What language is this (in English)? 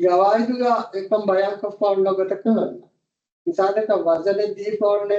Divehi